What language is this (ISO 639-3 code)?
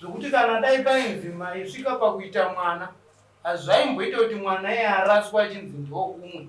sna